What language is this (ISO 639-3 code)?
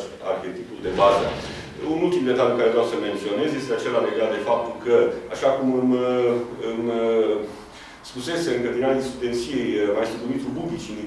ron